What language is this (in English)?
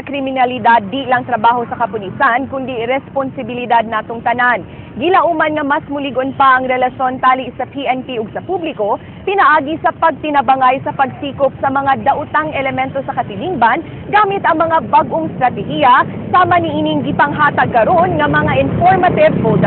Cebuano